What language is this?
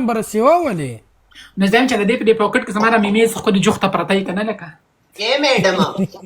Pashto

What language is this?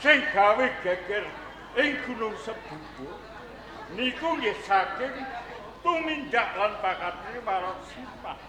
Javanese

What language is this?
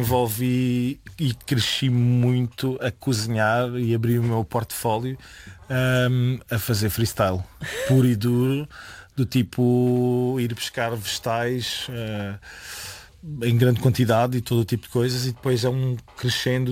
Portuguese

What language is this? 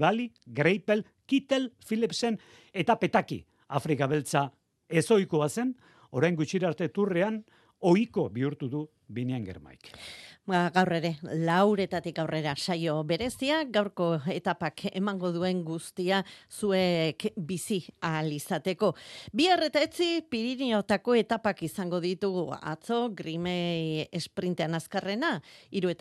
Basque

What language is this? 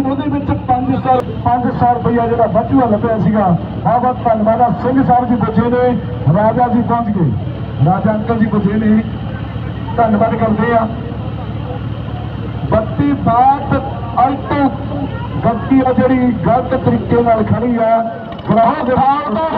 Punjabi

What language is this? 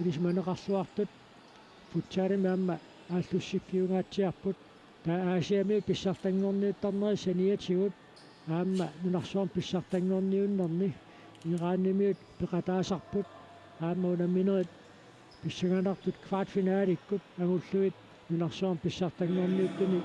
Kalaallisut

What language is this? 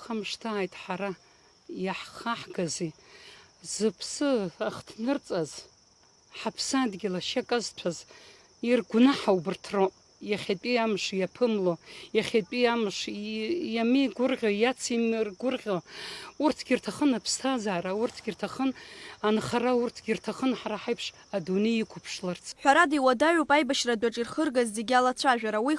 Abkhazian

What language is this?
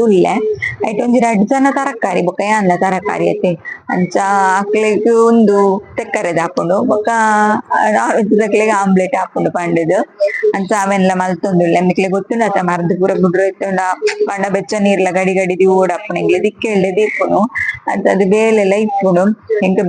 Tulu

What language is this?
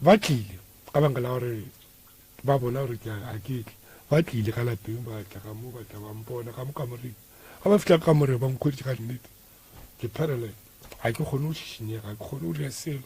Northern Sotho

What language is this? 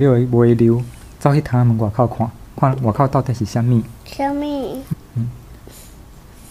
Min Nan Chinese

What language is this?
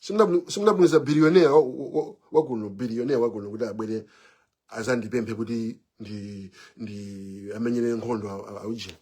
Nyanja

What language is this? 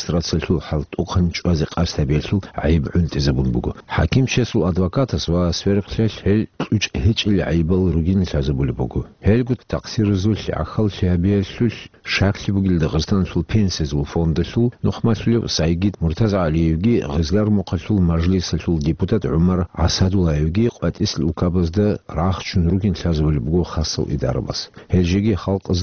Avaric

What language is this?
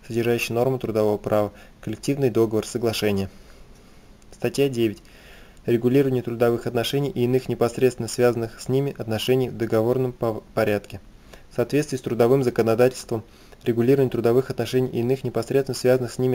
Russian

